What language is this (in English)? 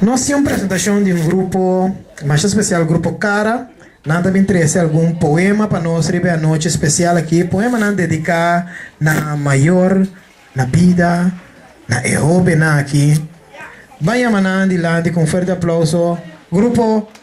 Papiamento